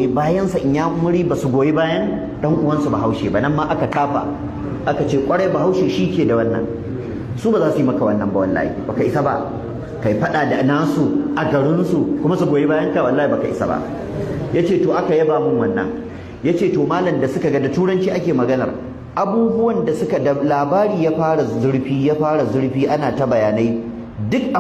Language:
Hausa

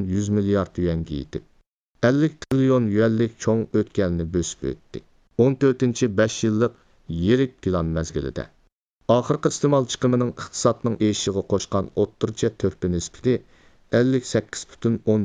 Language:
Uyghur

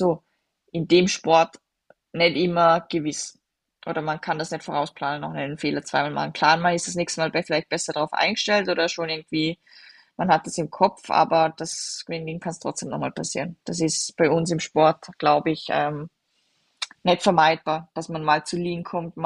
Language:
German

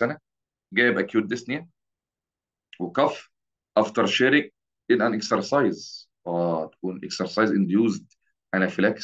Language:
Egyptian Arabic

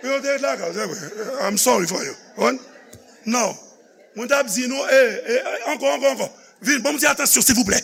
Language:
Haitian Creole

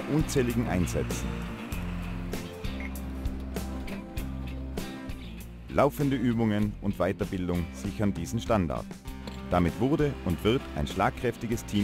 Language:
German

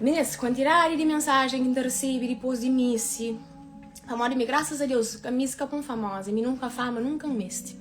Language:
Kabuverdianu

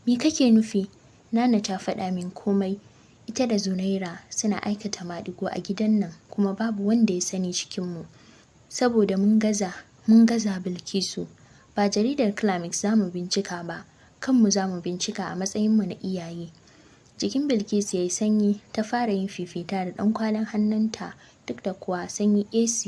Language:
Hausa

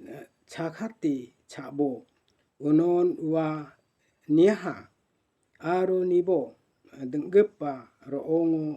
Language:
Garo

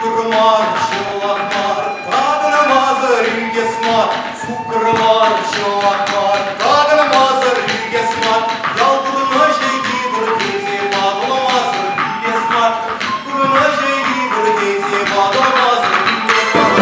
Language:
Chuvash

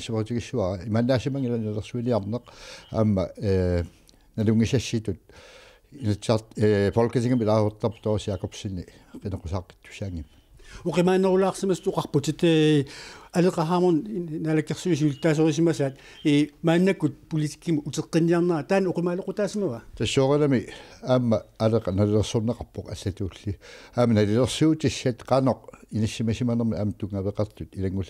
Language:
Kalaallisut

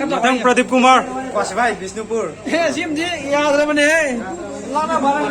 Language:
Manipuri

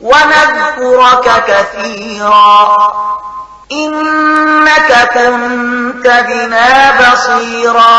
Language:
Pashto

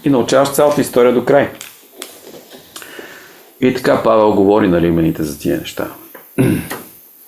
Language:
Bulgarian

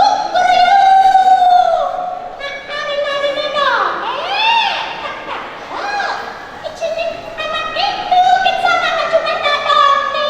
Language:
Balinese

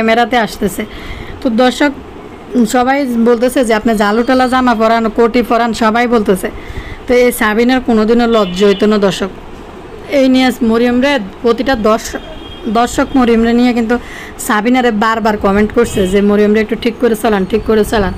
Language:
Bangla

